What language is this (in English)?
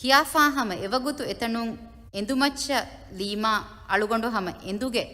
Divehi